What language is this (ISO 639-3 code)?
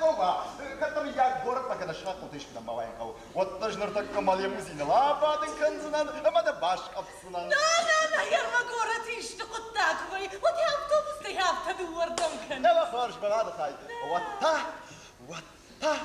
oss